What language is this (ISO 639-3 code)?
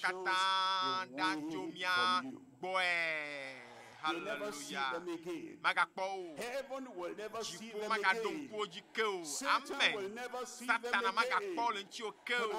ewe